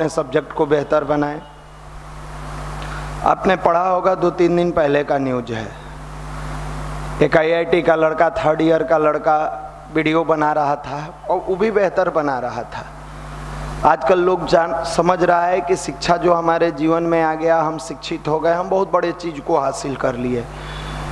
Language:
Hindi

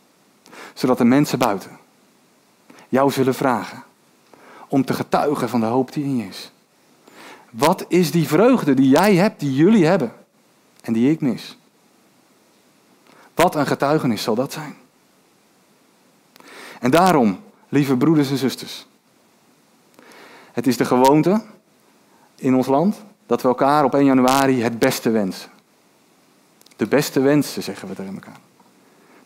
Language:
Dutch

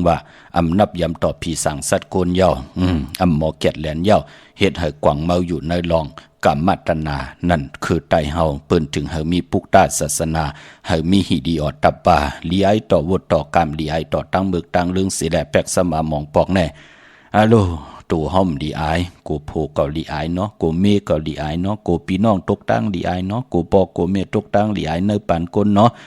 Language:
Shan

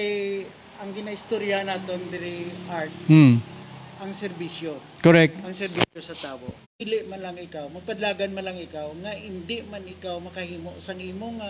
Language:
Hiligaynon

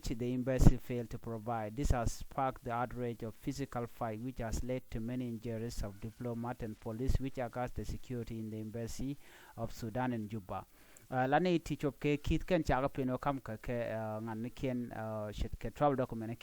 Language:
Nuer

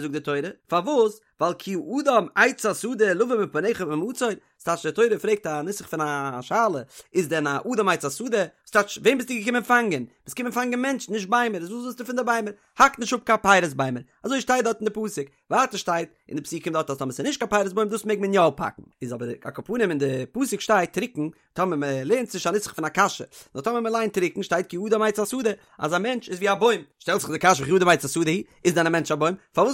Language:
Yiddish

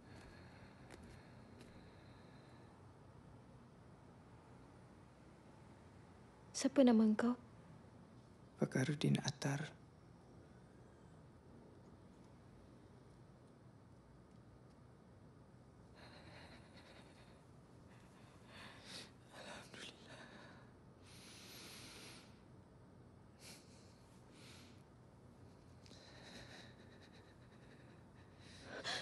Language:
Malay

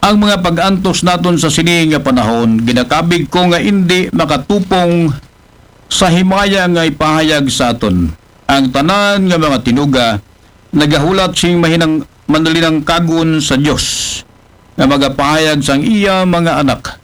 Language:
Aklanon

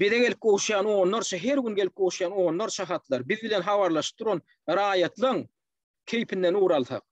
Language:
Turkmen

